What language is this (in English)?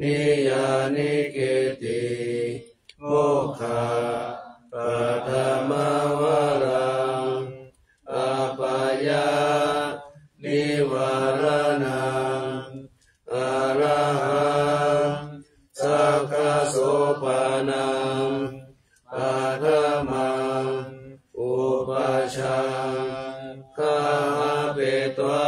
Pali